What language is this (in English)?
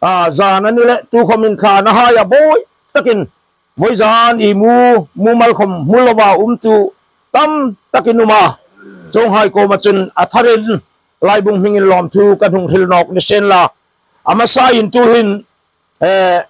Hmar